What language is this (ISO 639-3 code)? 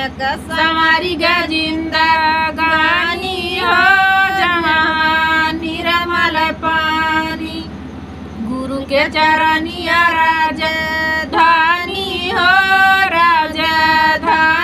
bho